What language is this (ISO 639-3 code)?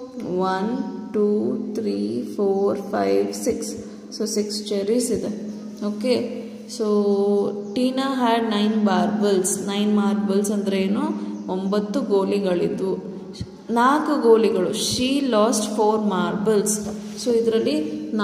kan